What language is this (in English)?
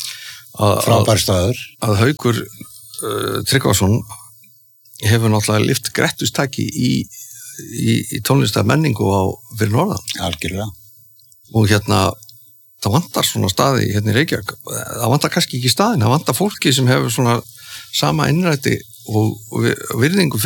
Icelandic